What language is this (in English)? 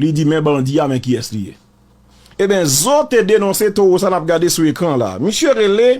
Haitian Creole